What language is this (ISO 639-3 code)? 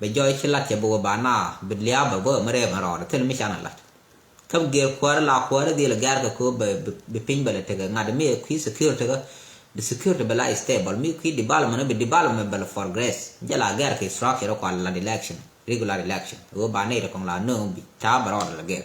nus